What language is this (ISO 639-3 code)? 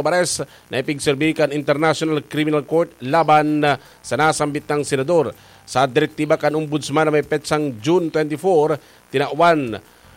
bik